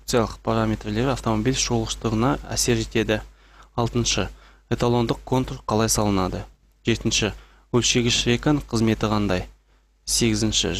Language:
Kazakh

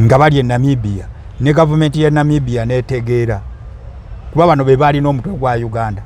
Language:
Ganda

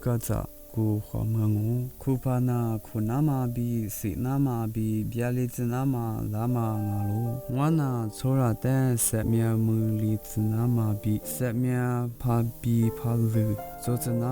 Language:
Lisu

